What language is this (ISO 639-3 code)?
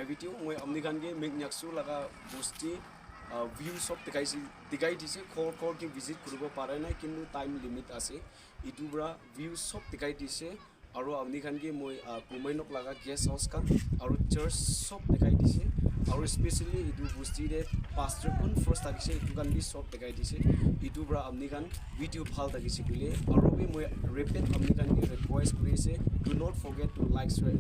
nag